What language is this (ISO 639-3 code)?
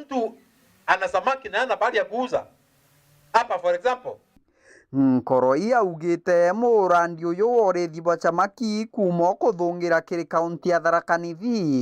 mer